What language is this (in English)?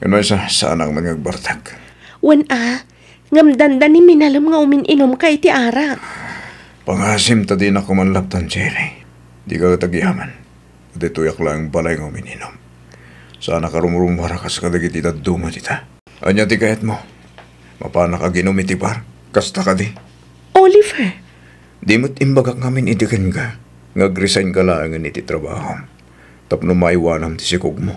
Iloko